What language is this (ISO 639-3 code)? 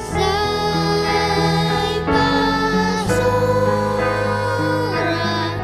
bts